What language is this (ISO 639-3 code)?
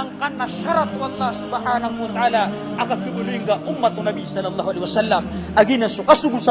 mrw